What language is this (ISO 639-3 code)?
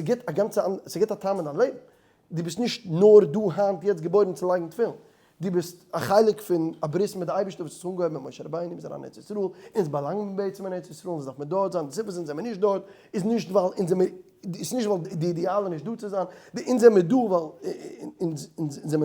yid